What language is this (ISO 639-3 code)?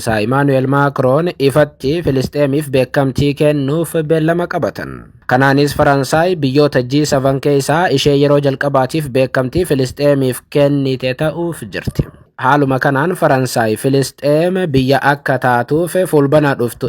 orm